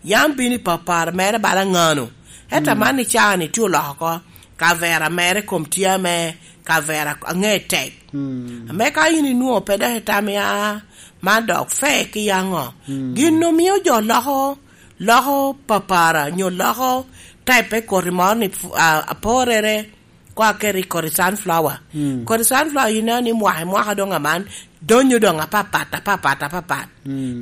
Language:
Lango (Uganda)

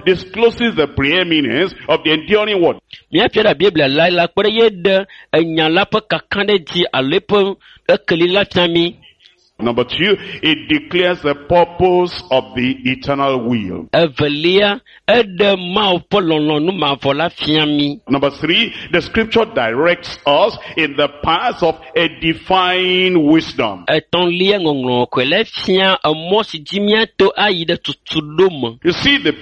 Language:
Ewe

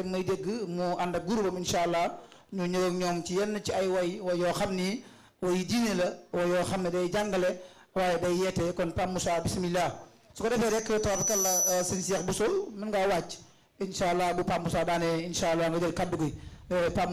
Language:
Wolof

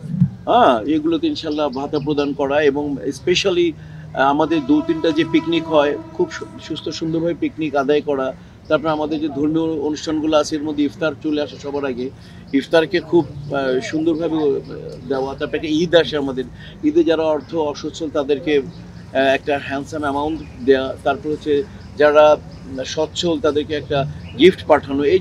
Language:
Bangla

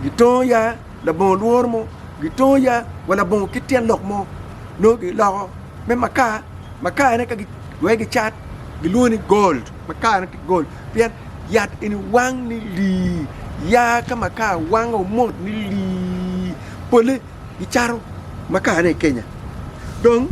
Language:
Acoli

